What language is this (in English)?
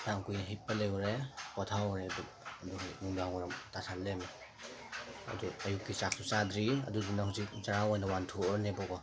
Manipuri